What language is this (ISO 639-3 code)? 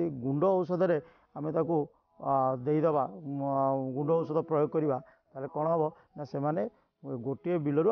ori